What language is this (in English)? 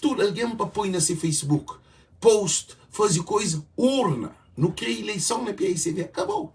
Kabuverdianu